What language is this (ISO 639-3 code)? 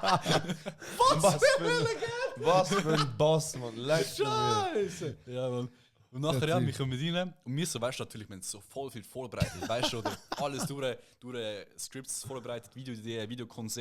gsw